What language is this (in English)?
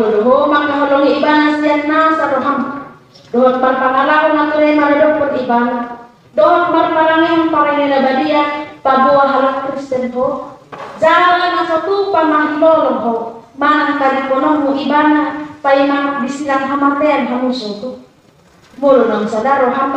Batak Toba